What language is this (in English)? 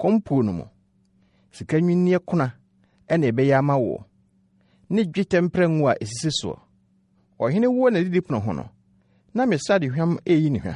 Akan